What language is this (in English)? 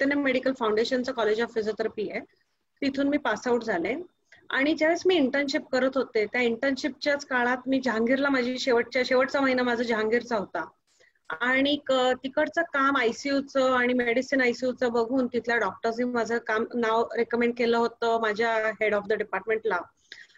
Marathi